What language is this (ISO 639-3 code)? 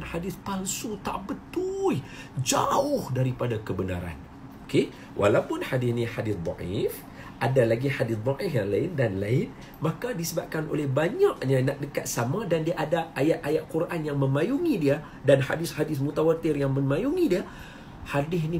msa